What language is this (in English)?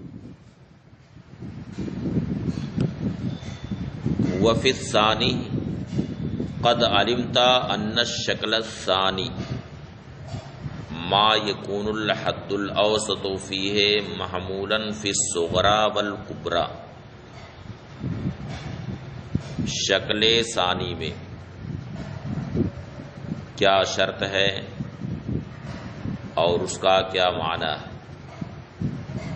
Urdu